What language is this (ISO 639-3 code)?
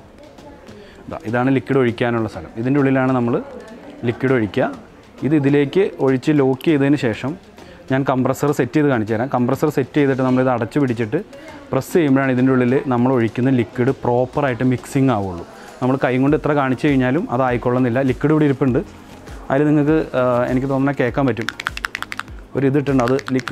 mal